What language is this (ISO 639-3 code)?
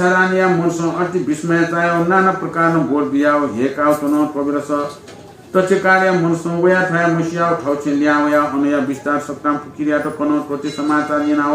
new